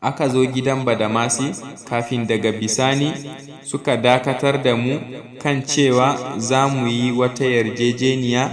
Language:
Hausa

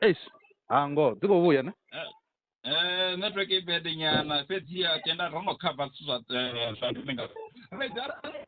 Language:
Venda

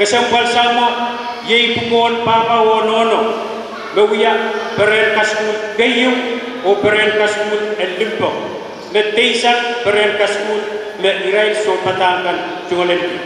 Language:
Pohnpeian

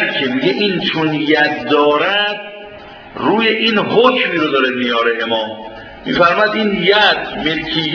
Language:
Persian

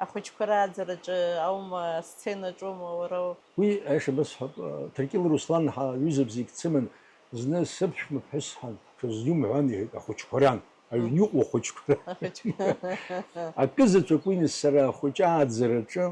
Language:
Abkhazian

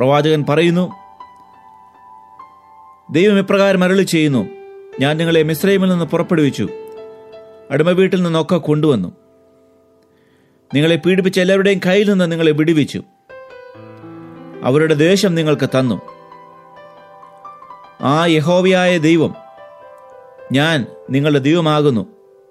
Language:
Malayalam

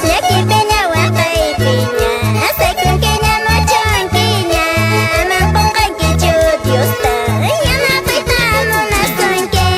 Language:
Quechua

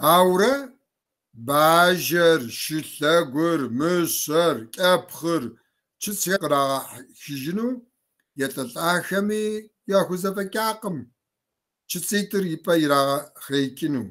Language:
Kabardian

